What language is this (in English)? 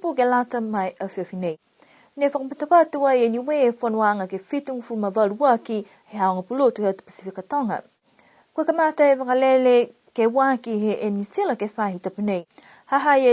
Niuean